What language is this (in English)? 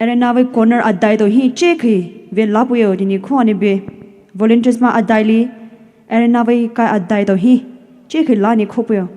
Poumei Naga